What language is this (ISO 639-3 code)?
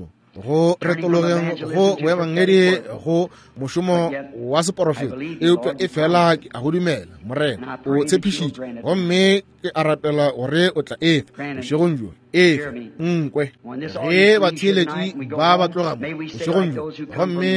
nso